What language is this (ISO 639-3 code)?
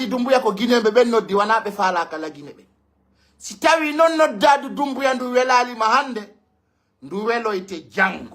fuf